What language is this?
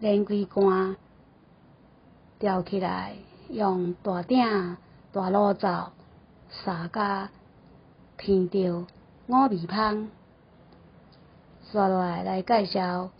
Min Nan Chinese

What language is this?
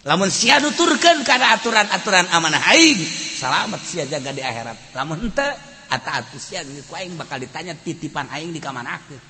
Sundanese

